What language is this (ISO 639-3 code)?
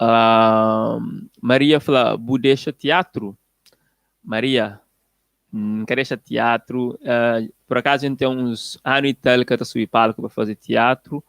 kea